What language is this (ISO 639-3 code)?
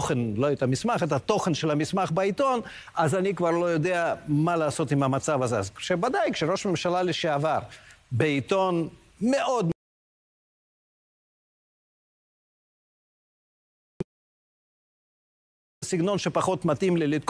heb